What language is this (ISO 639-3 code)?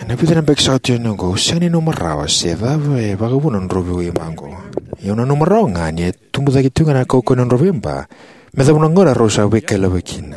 fij